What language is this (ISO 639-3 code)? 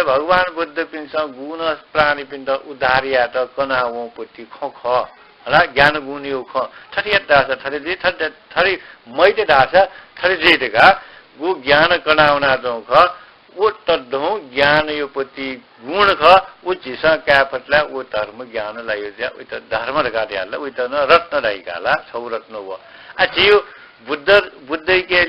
new